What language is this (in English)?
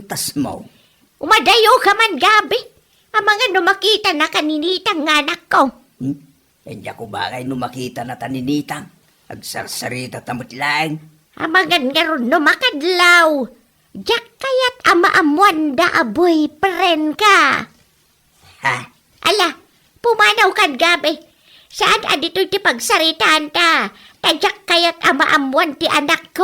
Iloko